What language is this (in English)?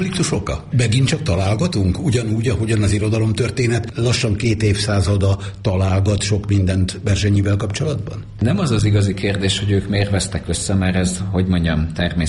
Hungarian